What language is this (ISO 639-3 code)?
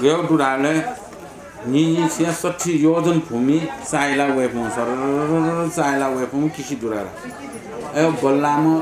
new